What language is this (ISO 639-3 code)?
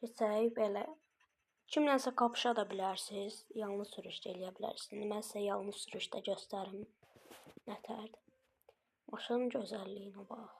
aze